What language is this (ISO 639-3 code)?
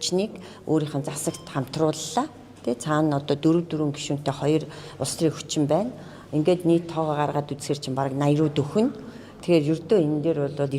mon